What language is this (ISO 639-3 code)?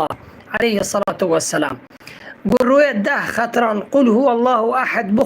kur